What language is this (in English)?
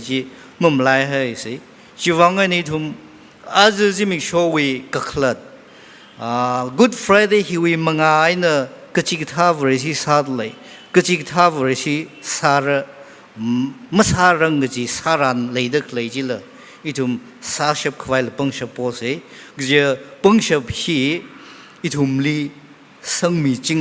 Tangkhul Naga (India)